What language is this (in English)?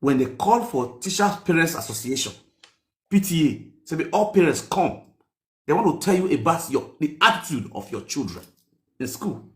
Nigerian Pidgin